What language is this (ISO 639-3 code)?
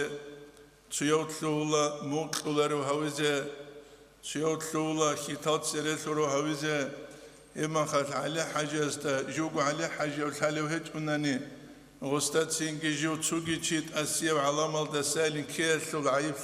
ava